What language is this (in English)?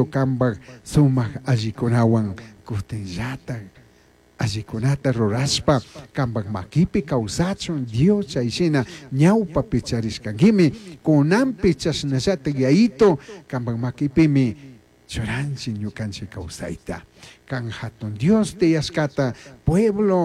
Chimborazo Highland Quichua